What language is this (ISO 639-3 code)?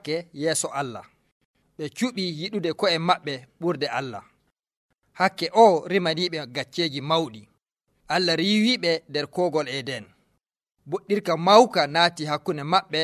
fuv